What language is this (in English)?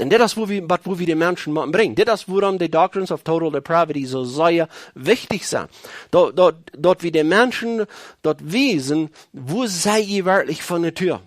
Plautdietsch